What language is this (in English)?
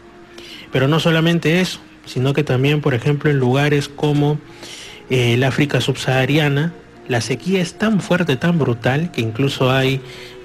Spanish